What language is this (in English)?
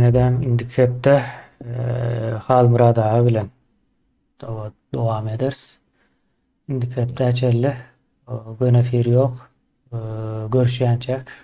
Turkmen